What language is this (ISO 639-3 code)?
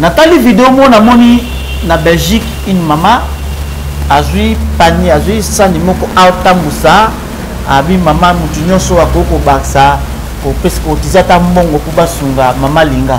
lin